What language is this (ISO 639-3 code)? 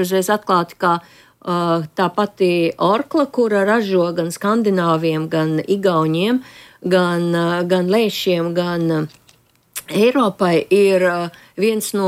lav